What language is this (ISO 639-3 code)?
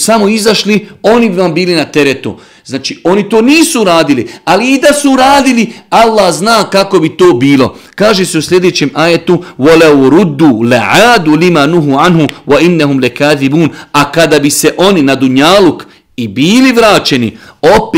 bos